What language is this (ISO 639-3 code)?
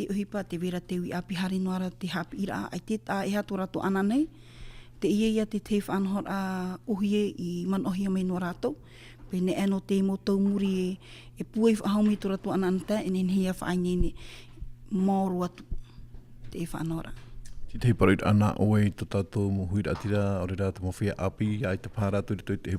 tah